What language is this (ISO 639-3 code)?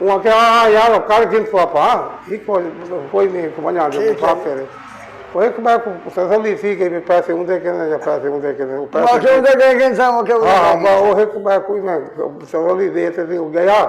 skr